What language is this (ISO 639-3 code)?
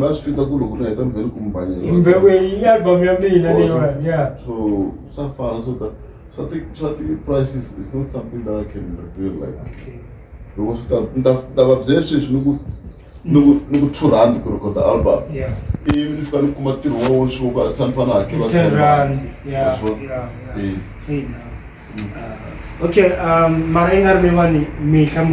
tso